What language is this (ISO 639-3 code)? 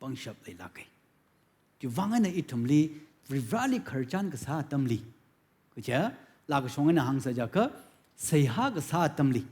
nmf